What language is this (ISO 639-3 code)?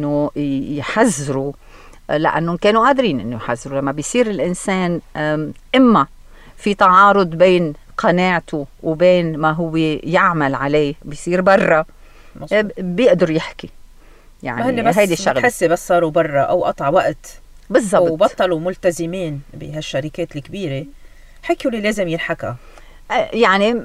apc